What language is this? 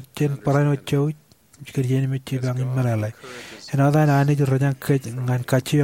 Marshallese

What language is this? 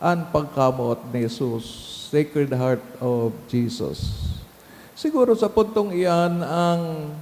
Bikol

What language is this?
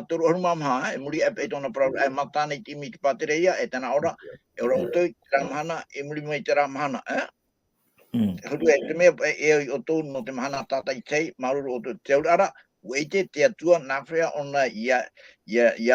Tahitian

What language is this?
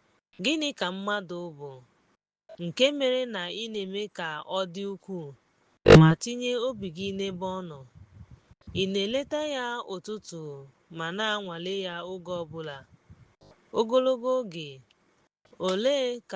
Igbo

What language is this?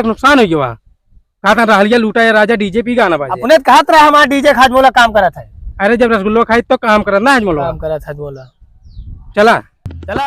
Awadhi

